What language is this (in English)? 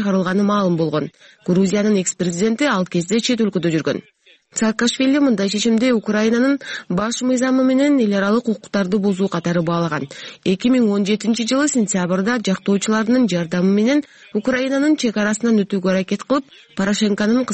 Kyrgyz